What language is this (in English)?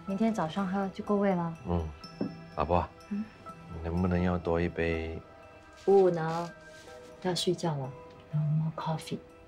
Chinese